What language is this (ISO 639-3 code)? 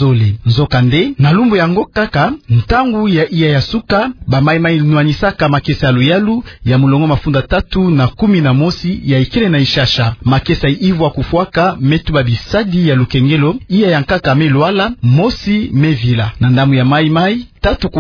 ktu